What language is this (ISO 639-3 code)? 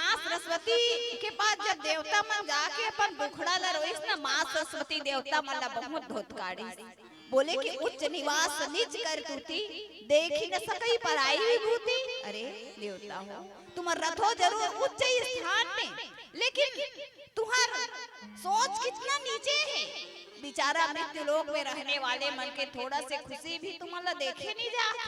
hne